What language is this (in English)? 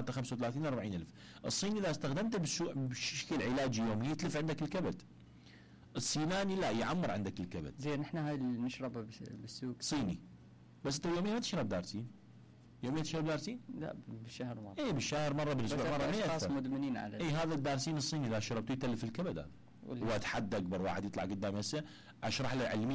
Mesopotamian Arabic